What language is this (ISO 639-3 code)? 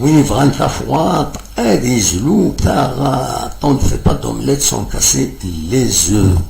kab